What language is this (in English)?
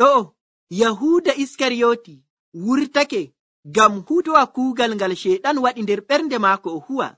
Nigerian Fulfulde